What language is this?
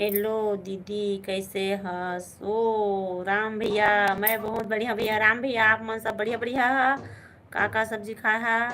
Chhattisgarhi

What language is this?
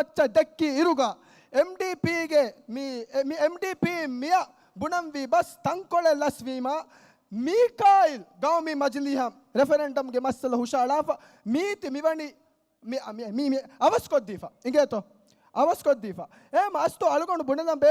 Divehi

